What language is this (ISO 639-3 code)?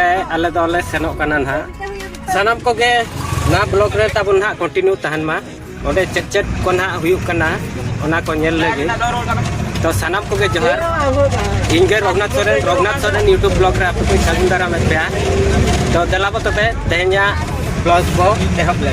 sat